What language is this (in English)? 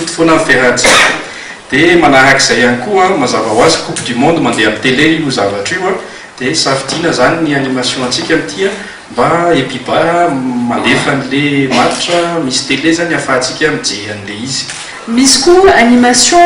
Malagasy